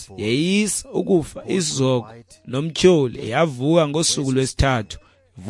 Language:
Xhosa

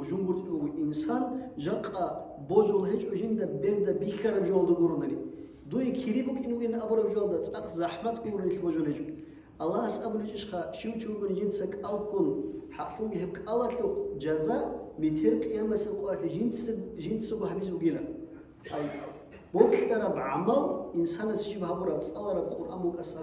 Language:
Avaric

